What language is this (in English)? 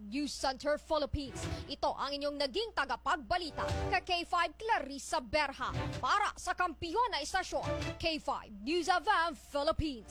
Filipino